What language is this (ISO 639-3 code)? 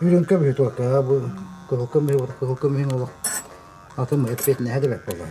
sah